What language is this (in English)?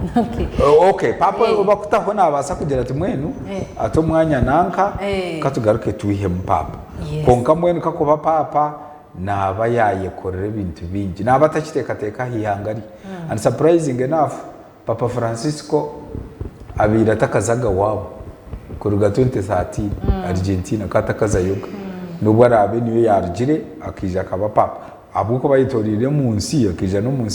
Nyankole